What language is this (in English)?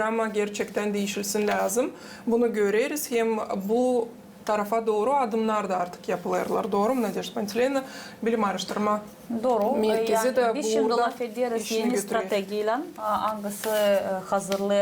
Gagauz